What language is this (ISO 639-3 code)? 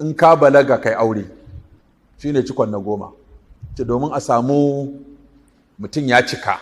hau